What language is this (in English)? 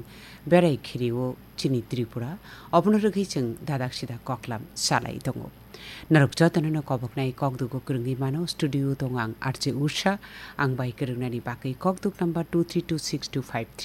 Kok Borok